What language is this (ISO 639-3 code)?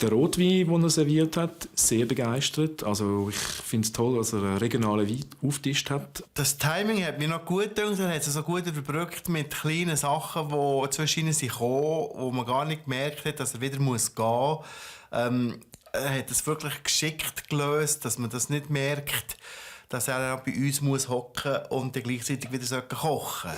gsw